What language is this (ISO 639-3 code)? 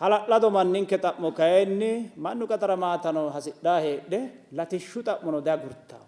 sid